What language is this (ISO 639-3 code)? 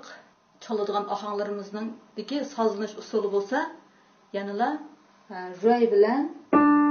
uig